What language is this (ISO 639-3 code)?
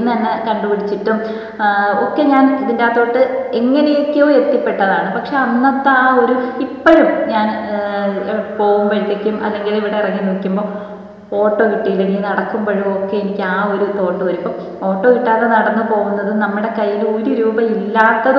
mal